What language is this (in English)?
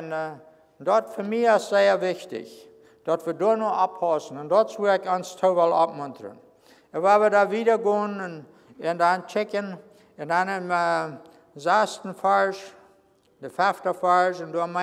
Plautdietsch